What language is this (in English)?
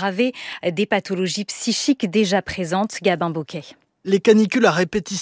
French